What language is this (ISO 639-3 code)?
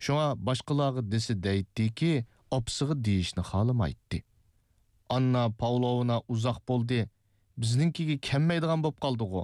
uig